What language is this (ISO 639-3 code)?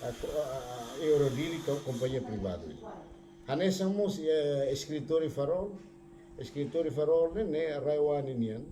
tet